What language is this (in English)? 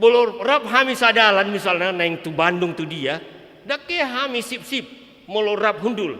Batak Toba